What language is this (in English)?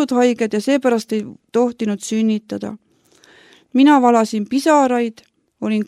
Estonian